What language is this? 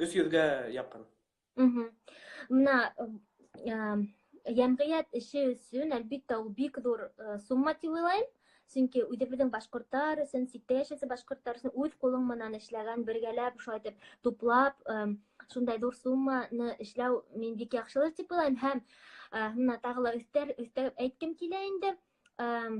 Bashkir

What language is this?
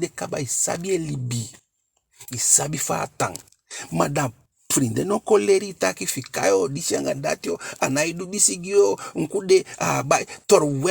Eastern Maroon Creole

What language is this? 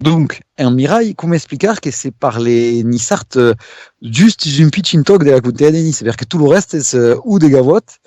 Occitan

